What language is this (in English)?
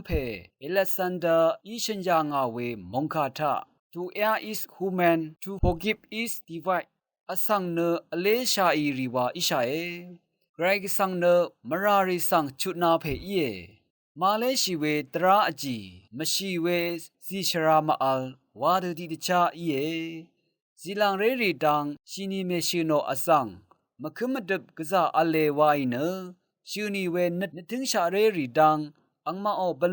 Rawang